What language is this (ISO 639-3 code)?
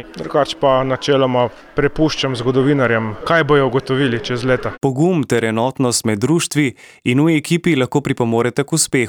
slv